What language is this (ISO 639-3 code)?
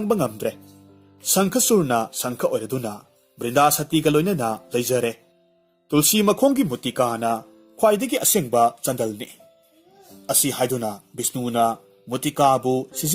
mni